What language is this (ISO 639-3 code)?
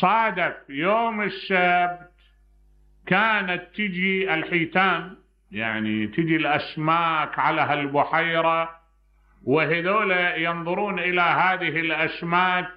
acm